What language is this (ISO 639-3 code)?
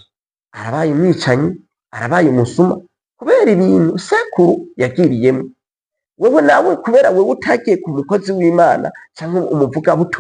run